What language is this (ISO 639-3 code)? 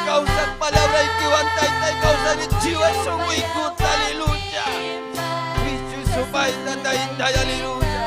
quy